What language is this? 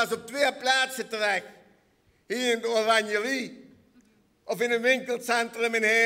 Limburgish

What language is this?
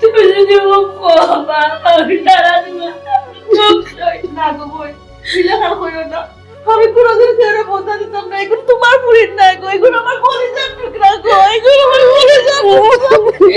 Sylheti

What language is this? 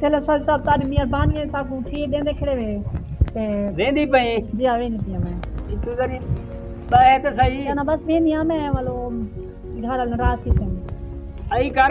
Saraiki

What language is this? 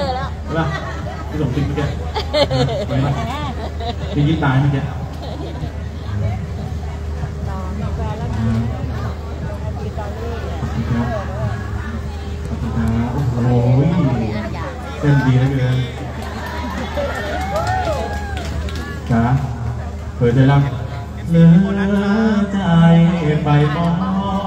Thai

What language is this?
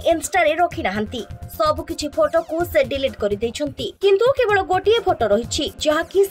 Odia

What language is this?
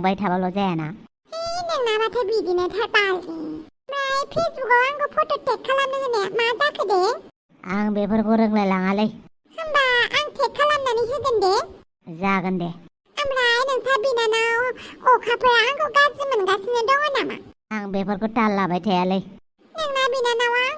Bodo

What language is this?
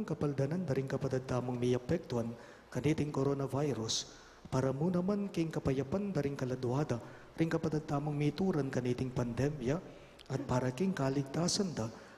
Pampanga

